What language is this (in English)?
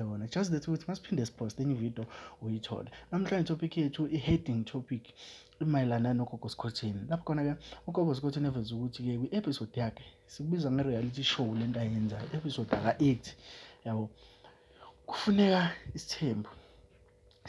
Zulu